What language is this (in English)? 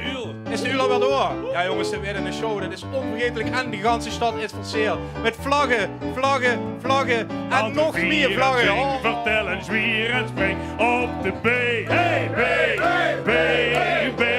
Limburgish